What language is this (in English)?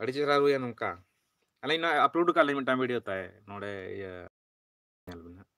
Santali